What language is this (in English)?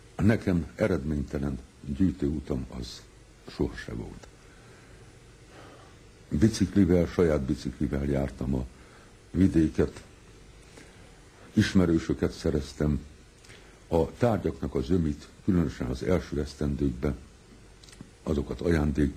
Hungarian